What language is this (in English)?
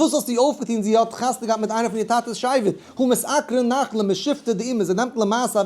Yiddish